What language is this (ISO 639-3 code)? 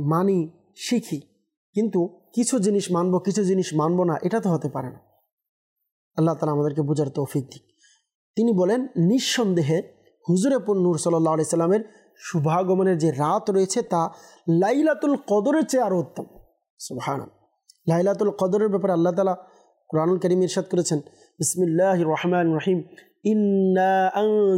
ben